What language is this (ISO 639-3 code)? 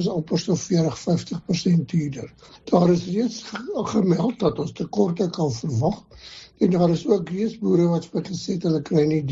afr